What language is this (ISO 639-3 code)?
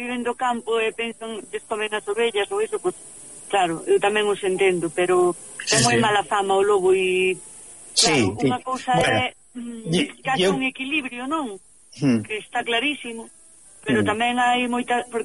glg